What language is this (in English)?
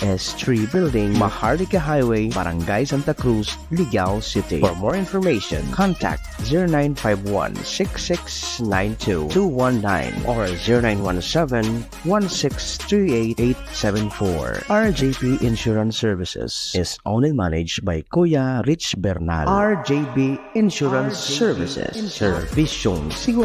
Bikol